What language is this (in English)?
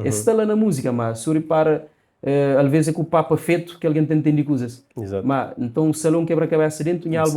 Kabuverdianu